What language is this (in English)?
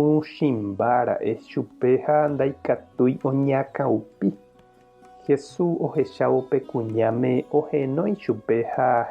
Guarani